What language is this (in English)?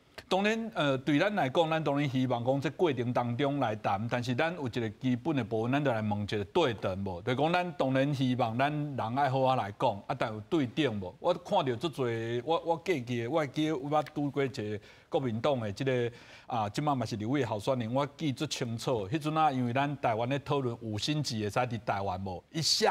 Min Nan Chinese